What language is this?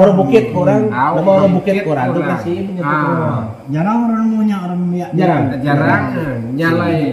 Iban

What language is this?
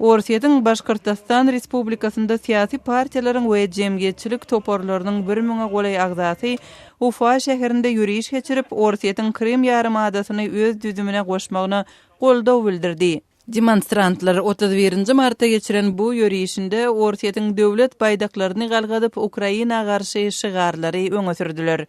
Turkmen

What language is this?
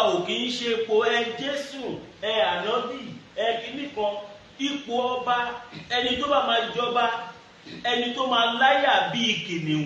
Yoruba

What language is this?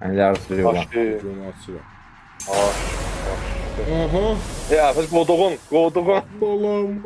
South Azerbaijani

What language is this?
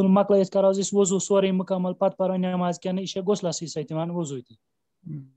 Kashmiri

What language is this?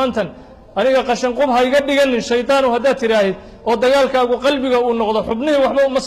Somali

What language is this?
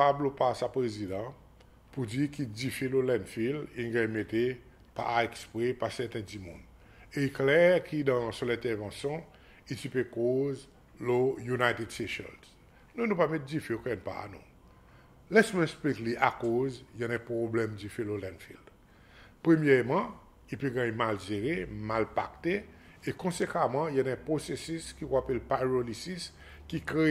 Seselwa Creole French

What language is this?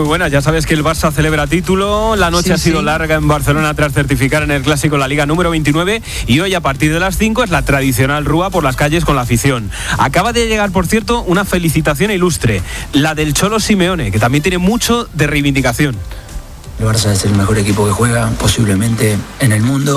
Spanish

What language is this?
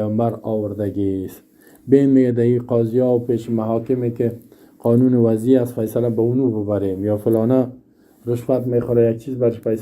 Persian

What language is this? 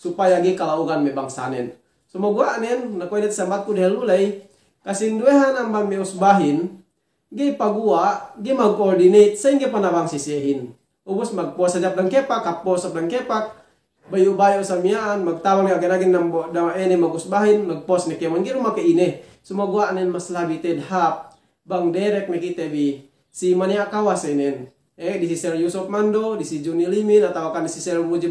Yakan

